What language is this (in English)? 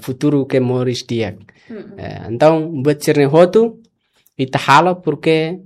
Tetum